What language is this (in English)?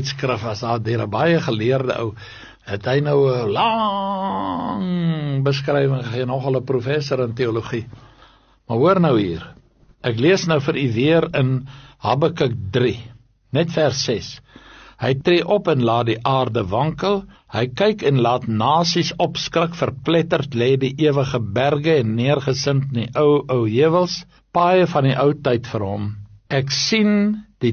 Afrikaans